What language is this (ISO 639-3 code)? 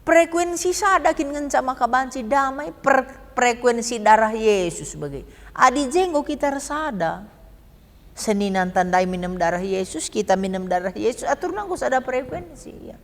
btx